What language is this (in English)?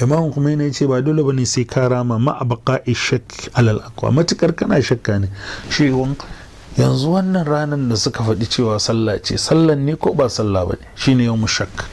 Hausa